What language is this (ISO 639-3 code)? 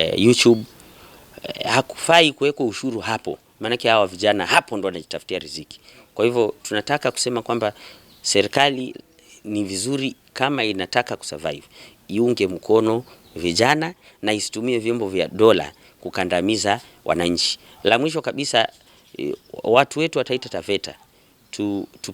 swa